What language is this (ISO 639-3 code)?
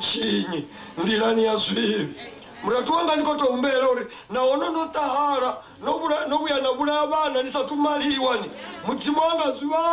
ven